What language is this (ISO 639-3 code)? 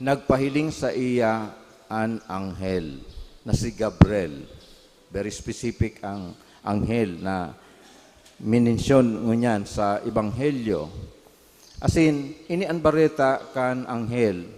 bik